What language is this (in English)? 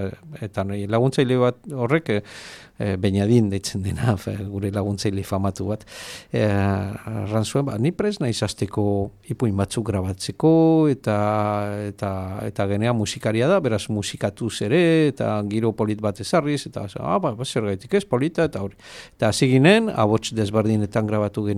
Basque